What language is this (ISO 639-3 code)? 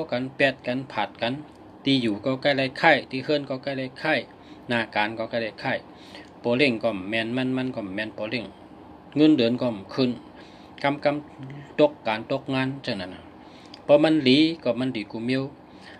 shn